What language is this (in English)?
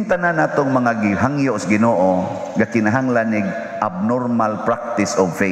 Cebuano